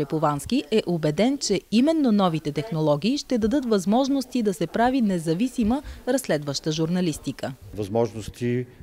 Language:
Bulgarian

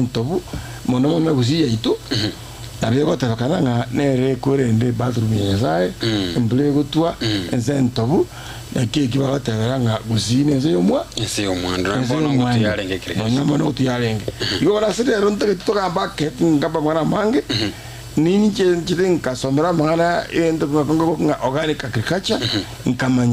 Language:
Gusii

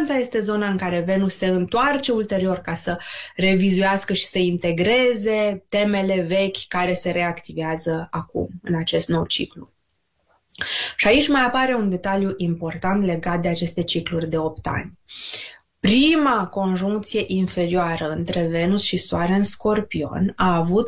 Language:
Romanian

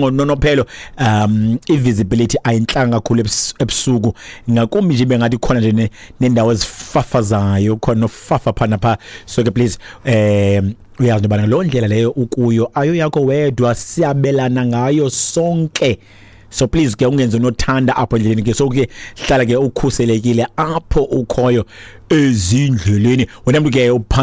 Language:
Xhosa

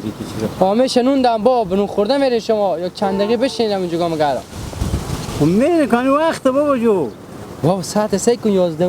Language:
Hazaragi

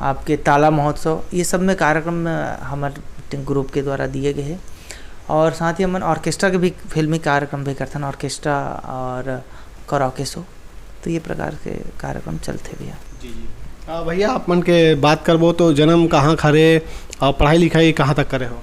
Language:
Chhattisgarhi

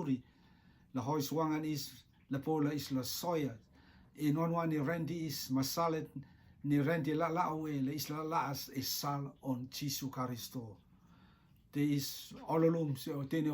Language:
Rotuman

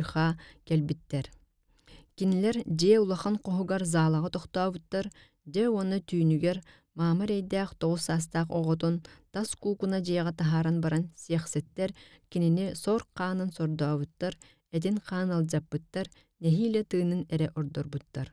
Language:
Yakut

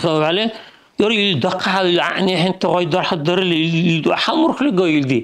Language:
Dargwa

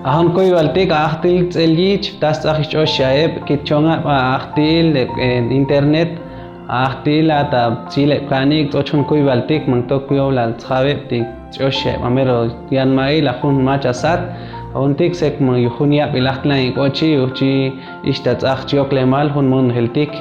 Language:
Chuj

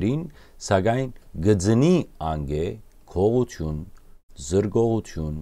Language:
Western Armenian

